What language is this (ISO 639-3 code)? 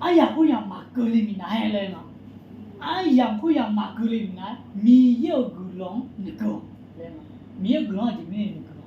ahk